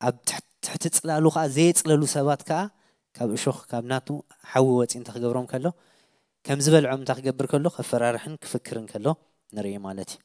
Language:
Tigrinya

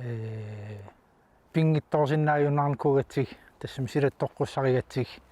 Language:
Kalaallisut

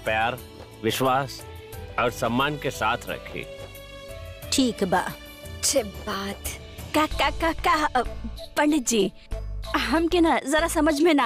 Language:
Bhojpuri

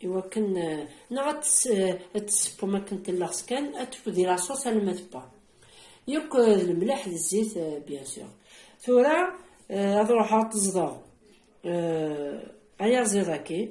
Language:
Kabyle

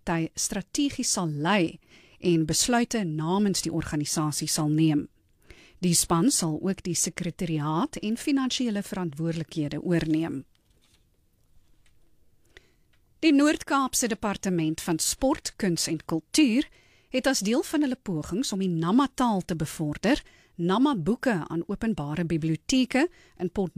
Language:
Afrikaans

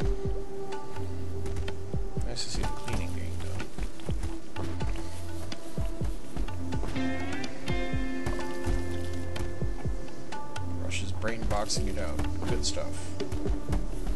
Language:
English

